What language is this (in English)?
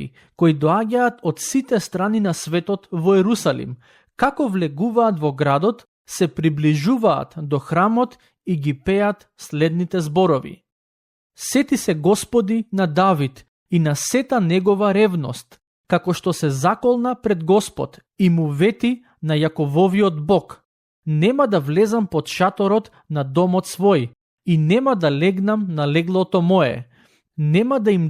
Macedonian